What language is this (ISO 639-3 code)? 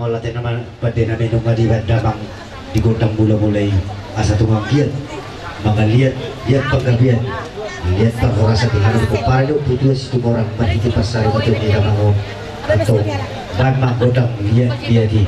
bbc